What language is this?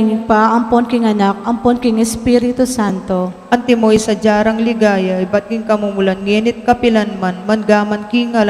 Pampanga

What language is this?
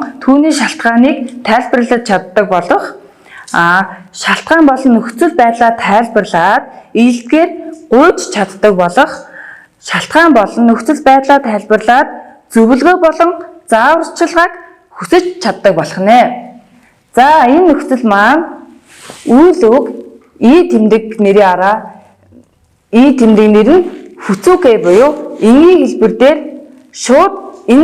Mongolian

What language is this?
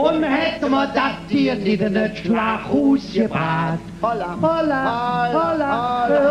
Colognian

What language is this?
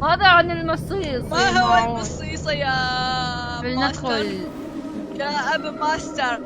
Mesopotamian Arabic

